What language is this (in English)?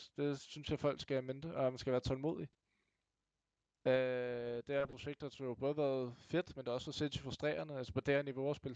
Danish